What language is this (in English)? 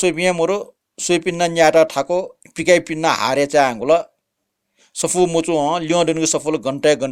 Newari